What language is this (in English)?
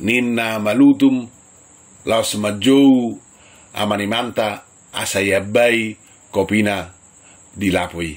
Batak Toba